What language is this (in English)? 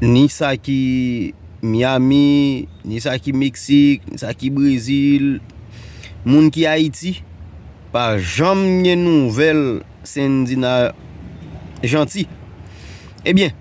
Haitian Creole